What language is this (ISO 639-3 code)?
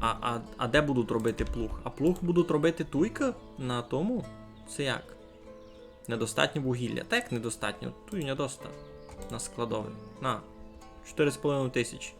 rue